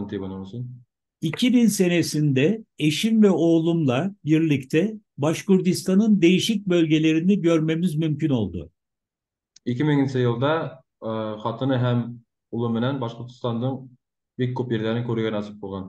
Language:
Bashkir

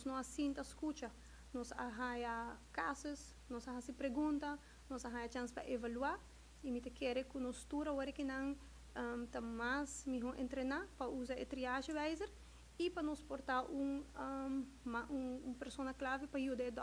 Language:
Papiamento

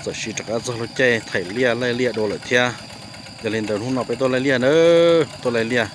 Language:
Hmong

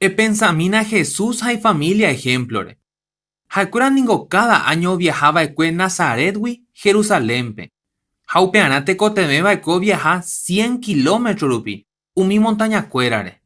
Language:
Guarani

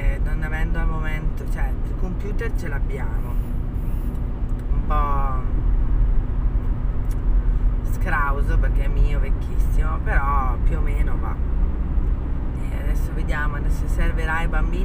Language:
Italian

